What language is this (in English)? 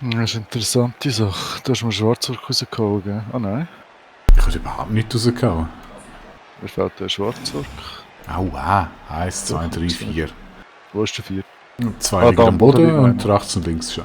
Swiss German